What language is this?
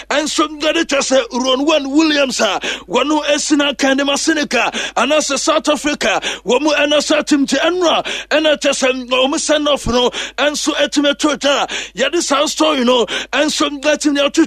Akan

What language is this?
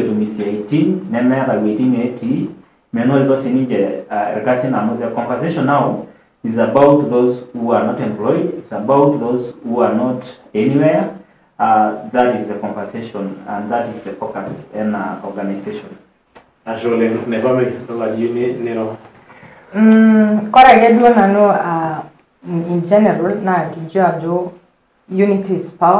Masai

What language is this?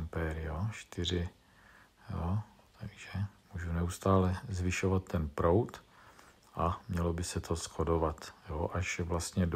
Czech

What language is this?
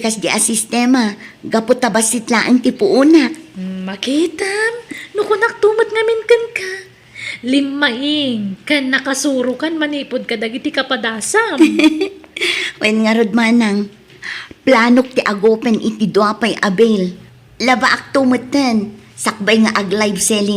Iloko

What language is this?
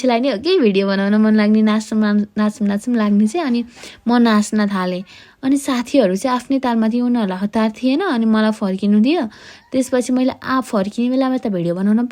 Nepali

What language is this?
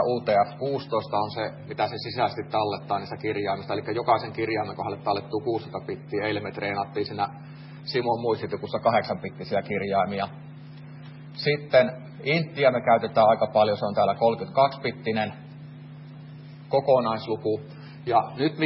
Finnish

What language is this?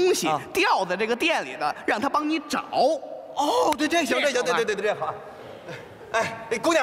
Chinese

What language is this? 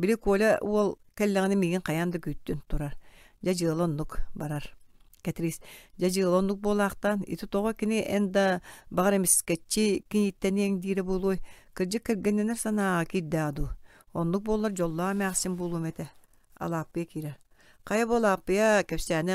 Yakut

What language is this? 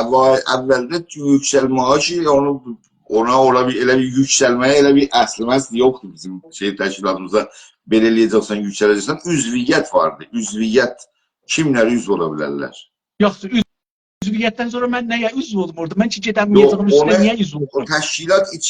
South Azerbaijani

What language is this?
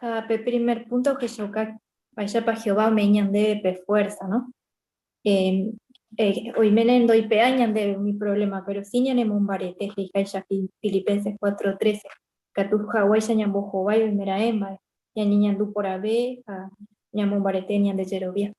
Guarani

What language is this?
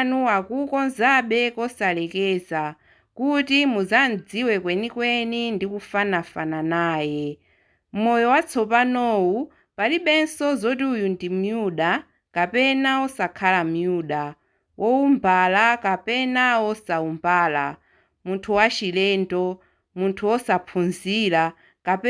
Nyanja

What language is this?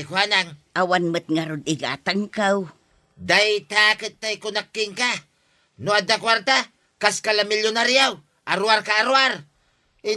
Iloko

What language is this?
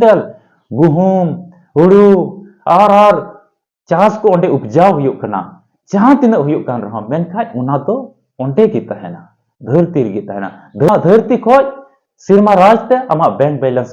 Santali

